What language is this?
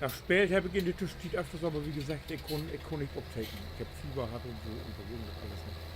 Low German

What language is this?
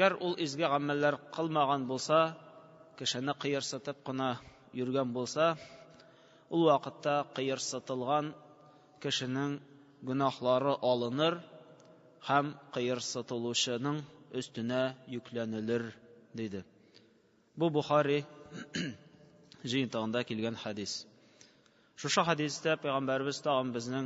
Tatar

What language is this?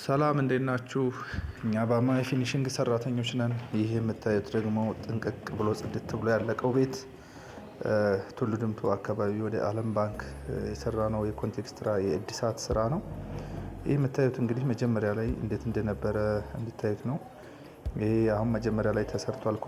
Amharic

